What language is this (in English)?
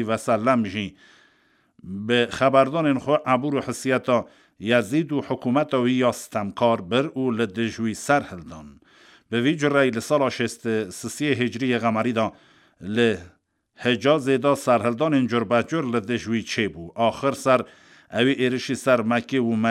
Kurdish